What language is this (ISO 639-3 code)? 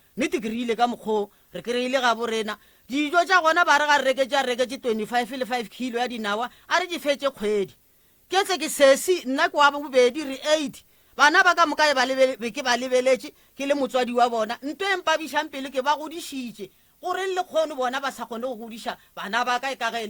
nso